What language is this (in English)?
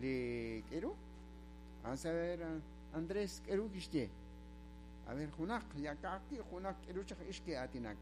Kekchí